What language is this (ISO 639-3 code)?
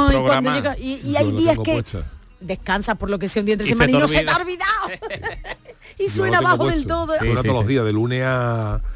spa